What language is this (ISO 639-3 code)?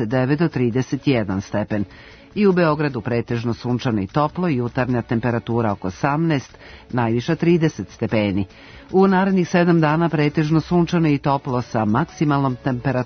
srp